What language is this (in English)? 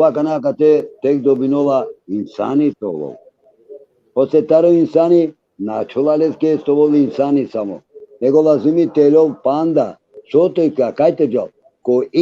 Balkan Romani